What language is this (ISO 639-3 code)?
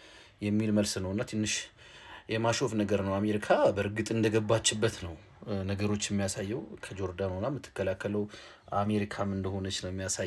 amh